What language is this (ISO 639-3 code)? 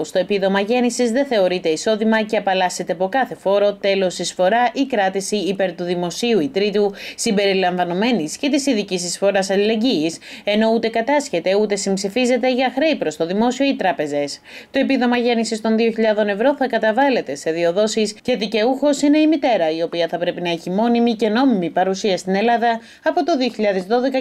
ell